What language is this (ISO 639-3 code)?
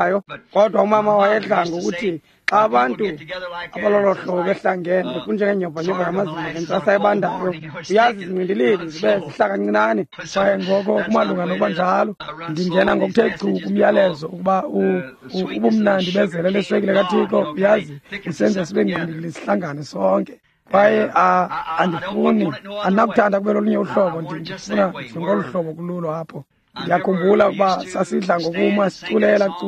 xho